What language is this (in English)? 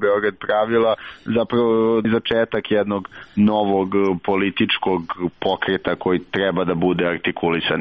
Serbian